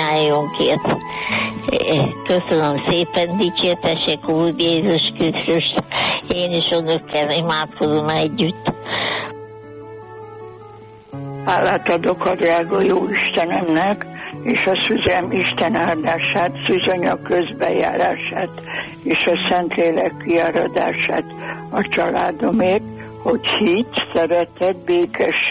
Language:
Hungarian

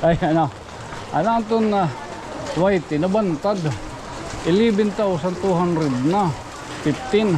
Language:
Waray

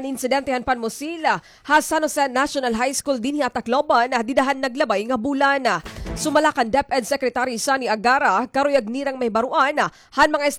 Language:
Waray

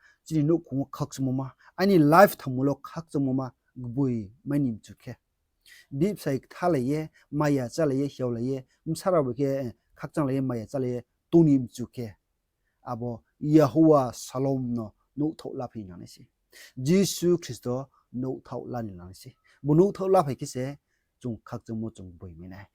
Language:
Riang (India)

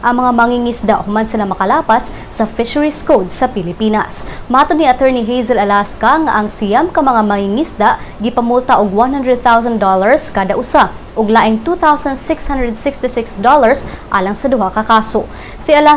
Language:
Cebuano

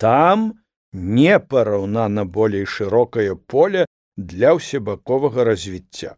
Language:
Belarusian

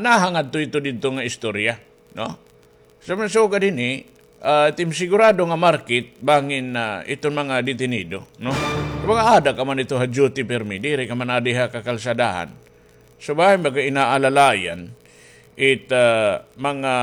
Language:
Waray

